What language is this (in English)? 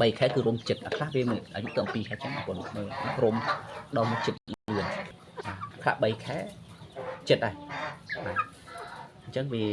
Khmer